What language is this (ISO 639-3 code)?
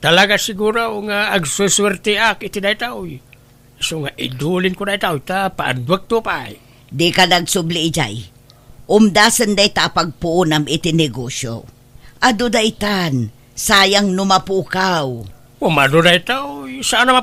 ilo